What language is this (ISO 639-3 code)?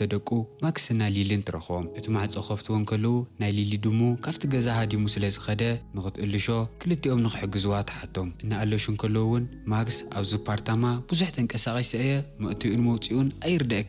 tir